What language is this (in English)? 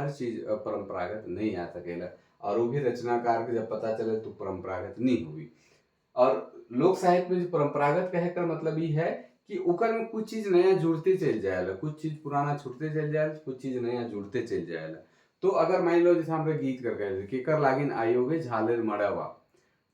Sadri